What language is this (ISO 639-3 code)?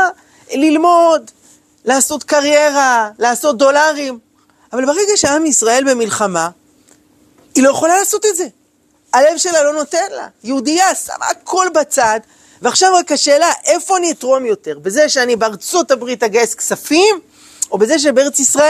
heb